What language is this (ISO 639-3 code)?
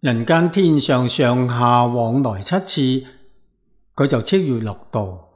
yue